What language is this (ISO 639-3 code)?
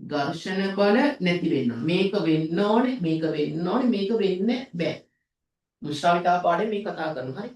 sin